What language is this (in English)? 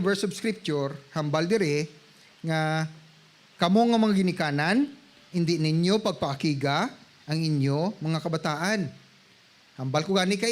Hiligaynon